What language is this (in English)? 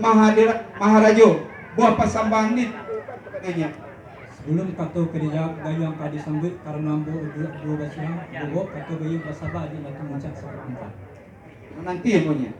Minangkabau